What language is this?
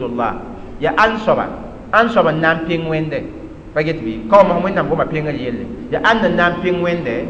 Mossi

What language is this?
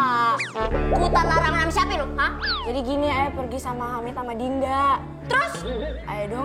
Betawi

